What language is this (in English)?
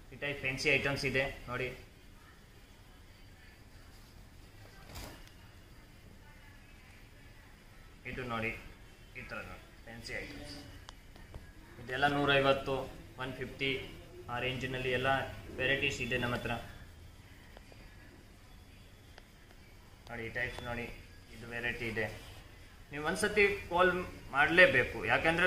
Kannada